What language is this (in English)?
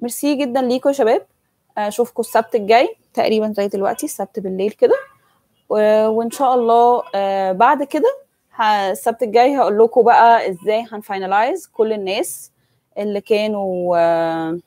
Egyptian Arabic